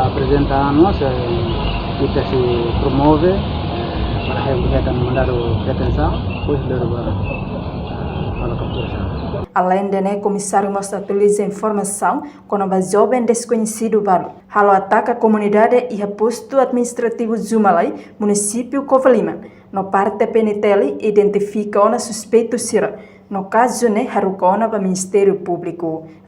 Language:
Tetum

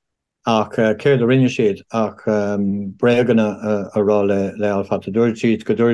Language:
Irish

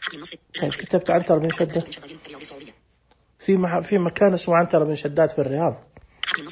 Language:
Najdi Arabic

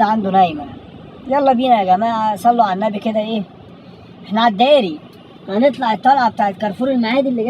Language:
Egyptian Arabic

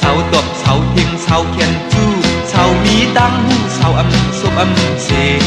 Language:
Shan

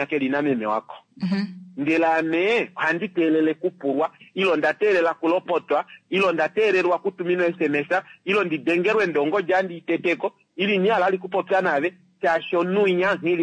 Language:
Kuanyama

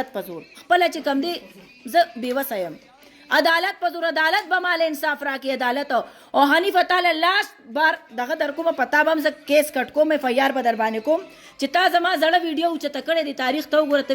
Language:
Pashto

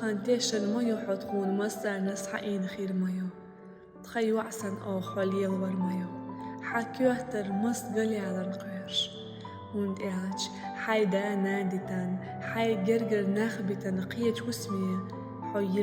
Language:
Chechen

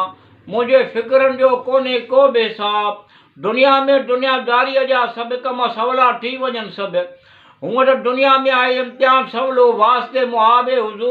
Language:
Sindhi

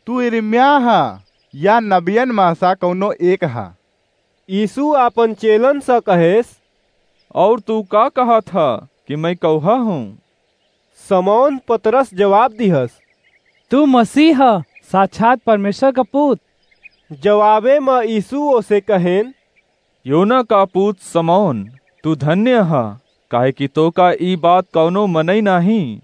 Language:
Awadhi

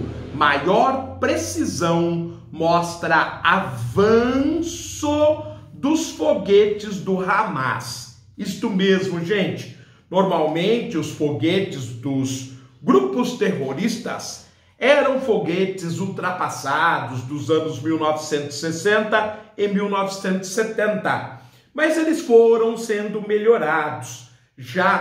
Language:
Portuguese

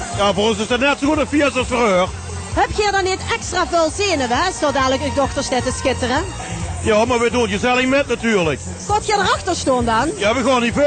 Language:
Limburgish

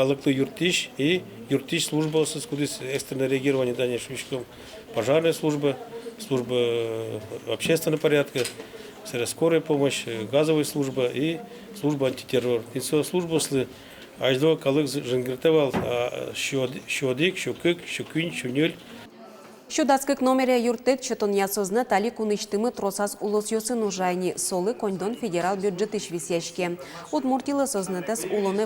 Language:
Udmurt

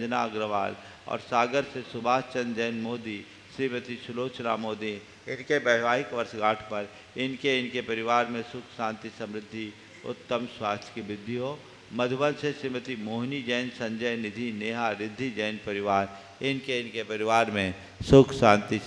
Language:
Hindi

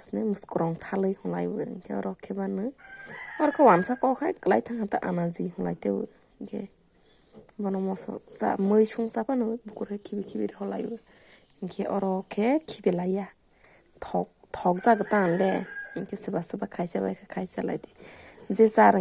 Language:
Kok Borok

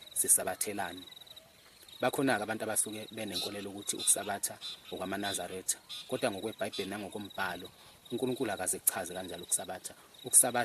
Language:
Zulu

